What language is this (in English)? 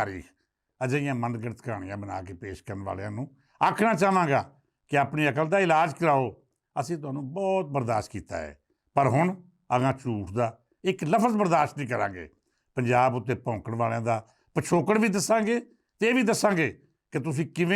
Western Panjabi